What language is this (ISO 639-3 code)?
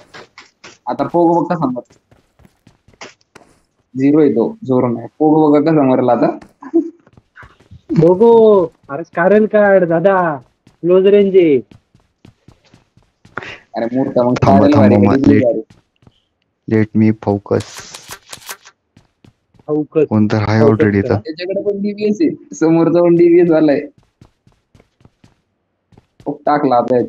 mar